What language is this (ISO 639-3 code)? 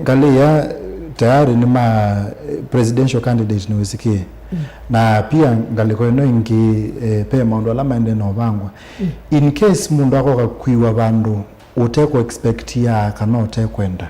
kam